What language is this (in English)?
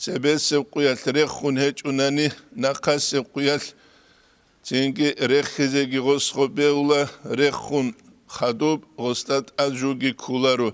Avaric